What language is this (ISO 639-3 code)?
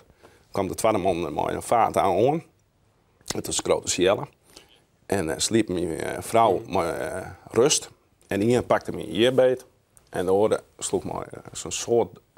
fry